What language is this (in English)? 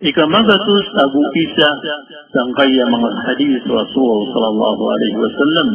Maranao